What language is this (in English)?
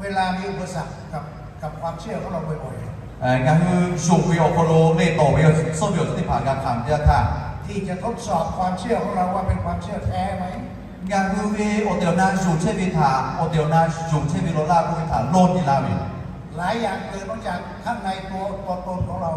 Lahu